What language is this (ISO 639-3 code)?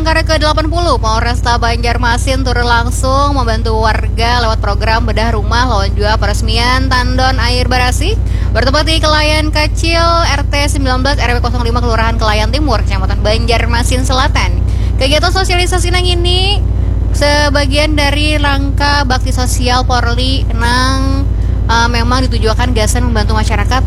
bjn